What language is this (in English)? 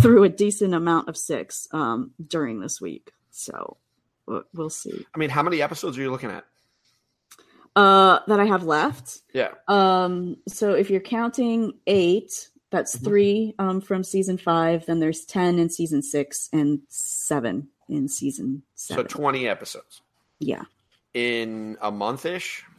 English